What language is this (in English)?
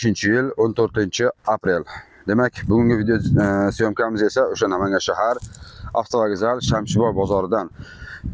Uzbek